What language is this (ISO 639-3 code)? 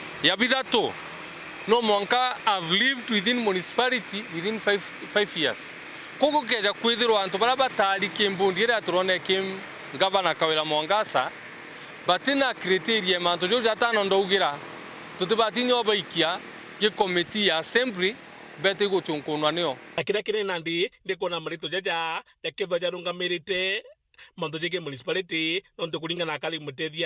mer